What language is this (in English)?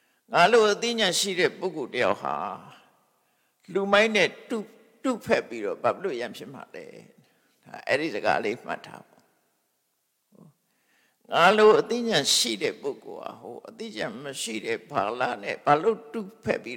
Burmese